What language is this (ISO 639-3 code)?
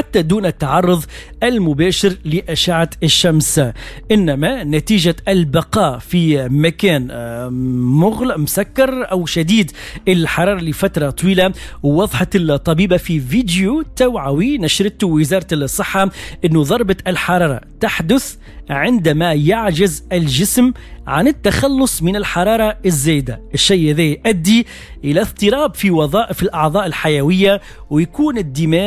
aeb